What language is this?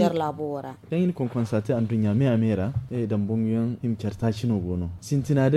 Zarma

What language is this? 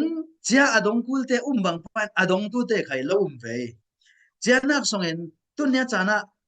Falam Chin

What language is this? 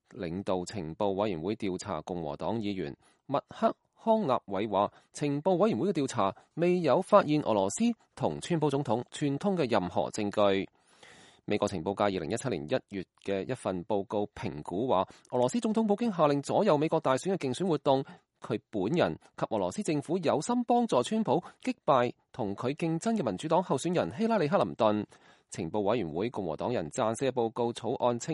Cantonese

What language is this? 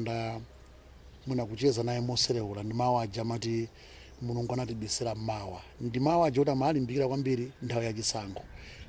Nyanja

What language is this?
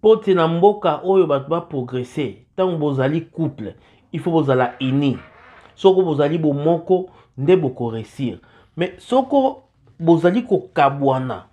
Lingala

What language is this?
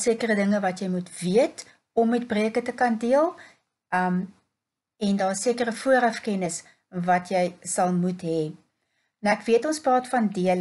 Afrikaans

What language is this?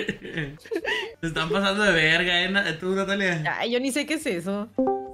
Spanish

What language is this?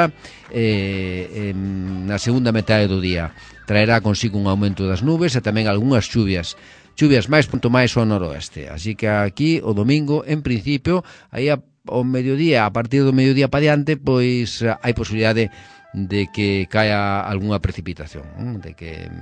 Galician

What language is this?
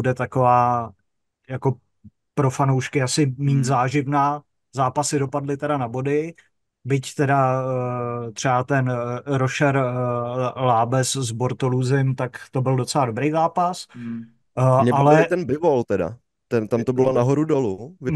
Czech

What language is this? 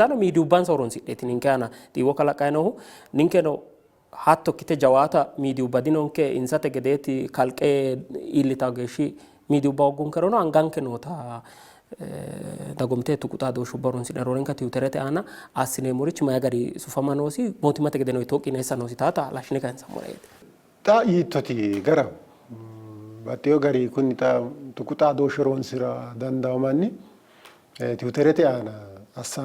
Sidamo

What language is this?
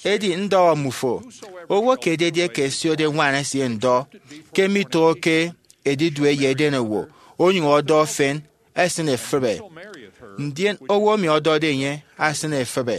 Efik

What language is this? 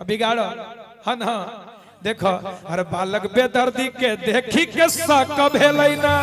Magahi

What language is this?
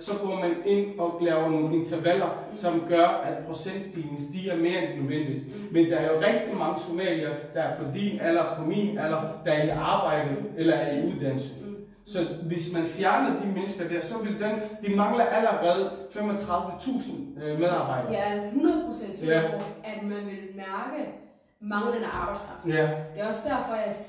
Danish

